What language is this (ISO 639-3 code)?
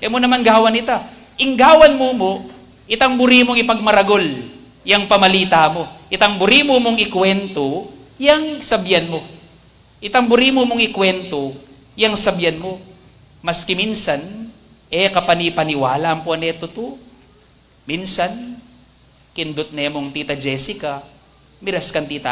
pam